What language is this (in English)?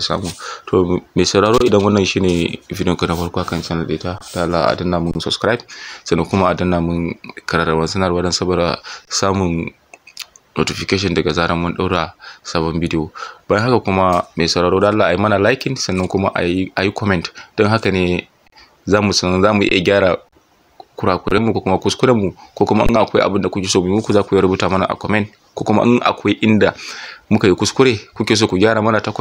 Hausa